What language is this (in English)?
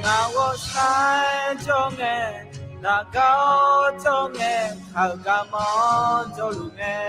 Akha